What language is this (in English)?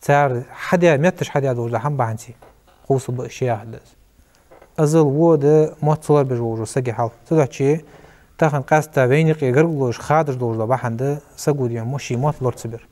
Ingush